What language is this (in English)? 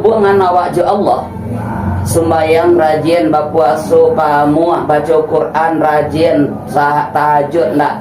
Minangkabau